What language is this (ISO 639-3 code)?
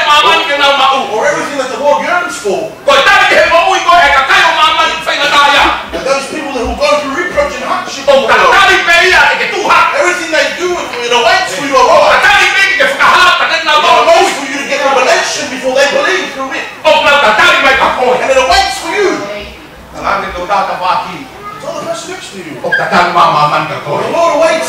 ton